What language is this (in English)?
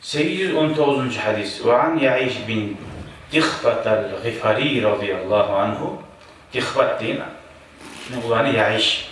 Kumyk